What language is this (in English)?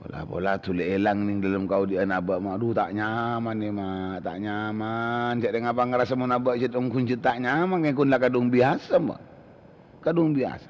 Madurese